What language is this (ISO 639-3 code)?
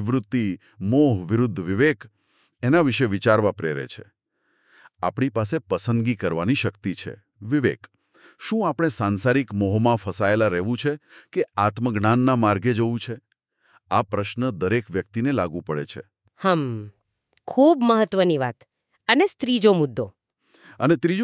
guj